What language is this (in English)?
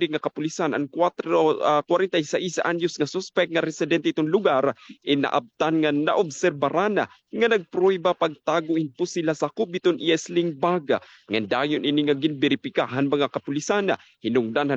Waray